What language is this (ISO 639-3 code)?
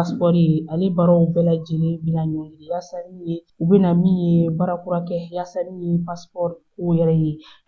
bam